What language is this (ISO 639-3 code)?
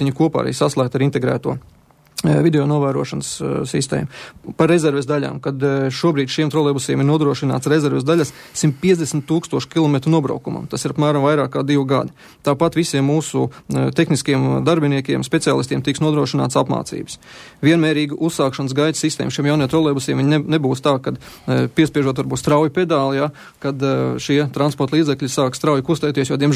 lav